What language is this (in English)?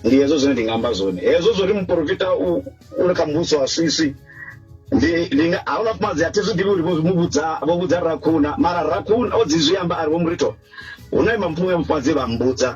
Venda